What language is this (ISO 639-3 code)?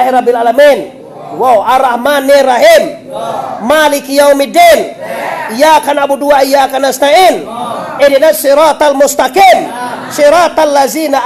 min